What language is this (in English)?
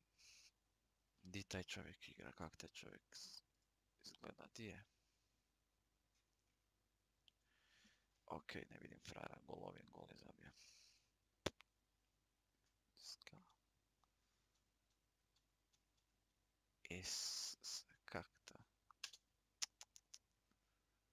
Croatian